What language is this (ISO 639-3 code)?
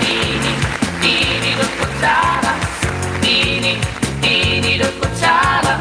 war